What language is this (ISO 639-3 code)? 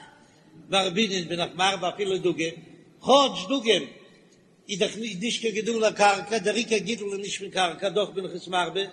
yid